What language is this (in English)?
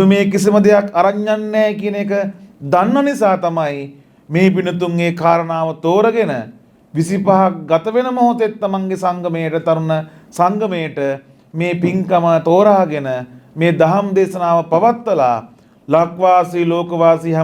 Sinhala